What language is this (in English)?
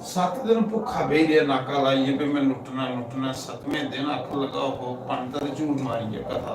Dogri